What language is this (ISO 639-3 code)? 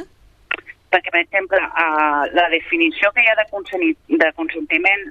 cat